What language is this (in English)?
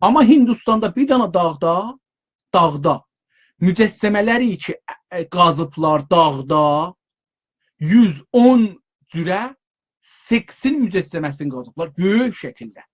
South Azerbaijani